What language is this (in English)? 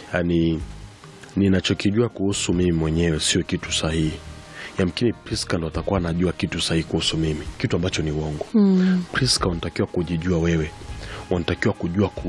Swahili